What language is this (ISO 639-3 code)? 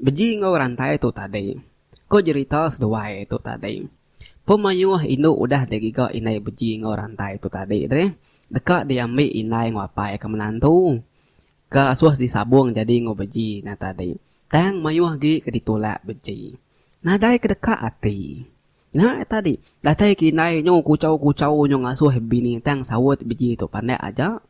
iba